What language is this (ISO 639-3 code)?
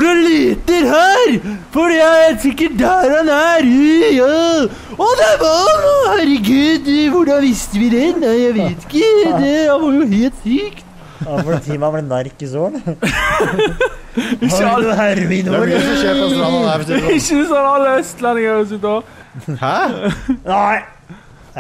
nor